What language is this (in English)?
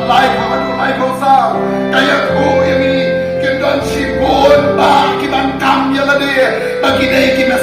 Khasi